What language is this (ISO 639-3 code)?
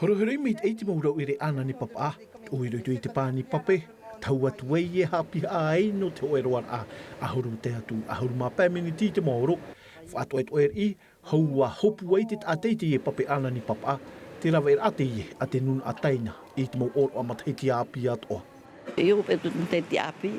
tah